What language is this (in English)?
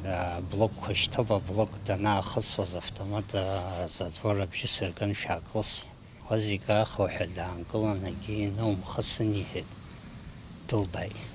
Abkhazian